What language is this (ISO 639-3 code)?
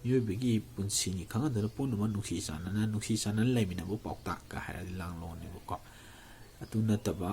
mni